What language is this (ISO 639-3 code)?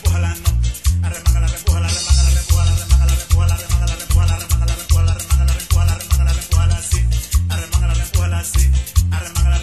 spa